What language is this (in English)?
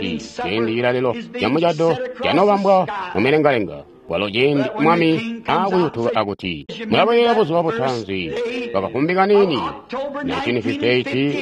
Tonga (Zambia)